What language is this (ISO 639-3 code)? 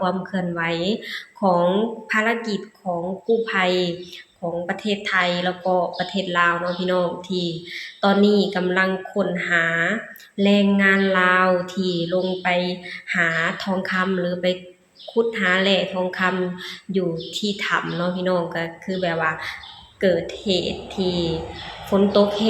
lao